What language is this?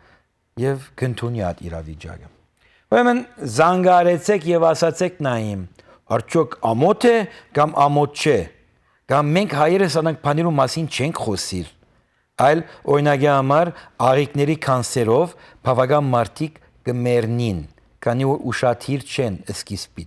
Western Armenian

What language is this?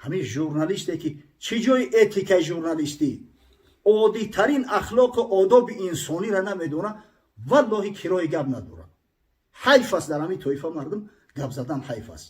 Tajik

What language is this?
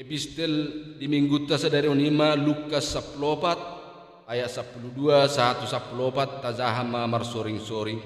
Batak Toba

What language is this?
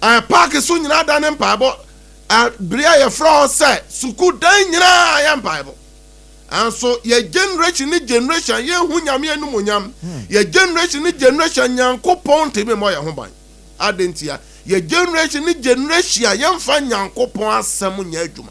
Akan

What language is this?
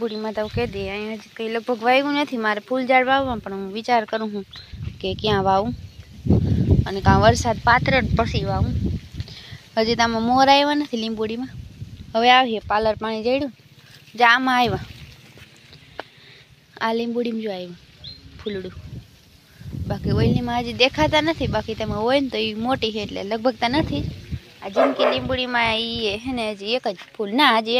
Gujarati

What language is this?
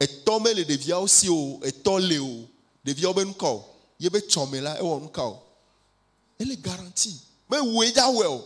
Ewe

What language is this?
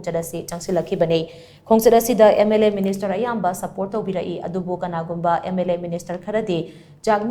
Manipuri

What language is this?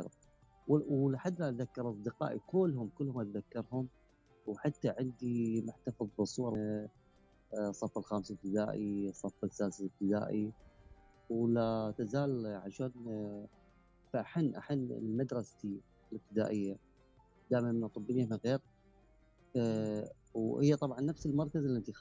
Mesopotamian Arabic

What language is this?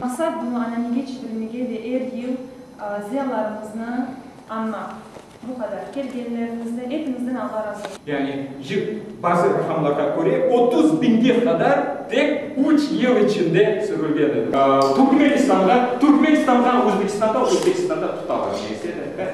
Crimean Tatar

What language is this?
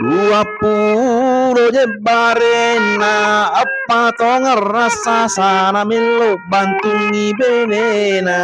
Buginese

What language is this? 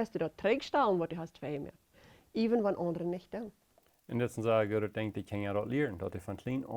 Plautdietsch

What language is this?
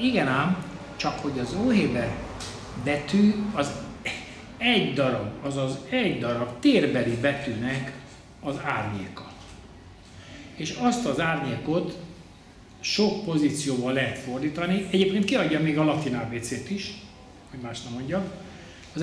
Hungarian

